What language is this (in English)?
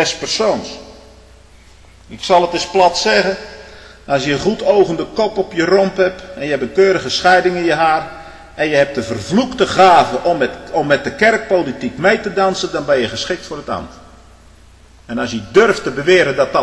Dutch